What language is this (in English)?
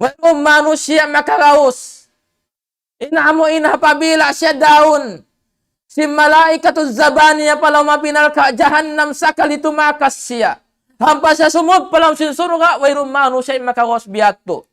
Tausug